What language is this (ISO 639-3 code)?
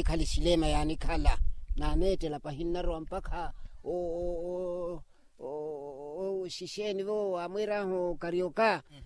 vmw